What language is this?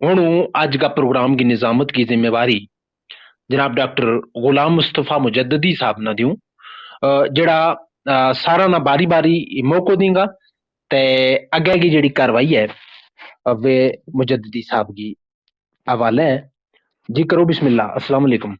Gujari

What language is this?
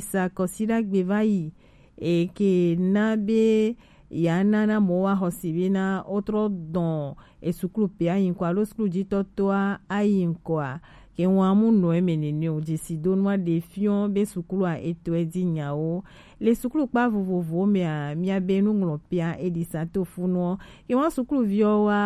Gen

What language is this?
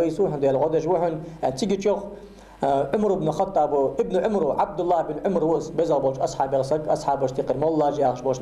Ingush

